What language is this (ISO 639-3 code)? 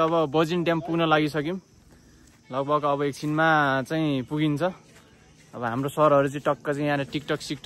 nep